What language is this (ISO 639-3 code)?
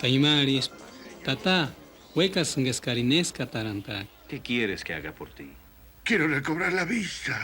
tsz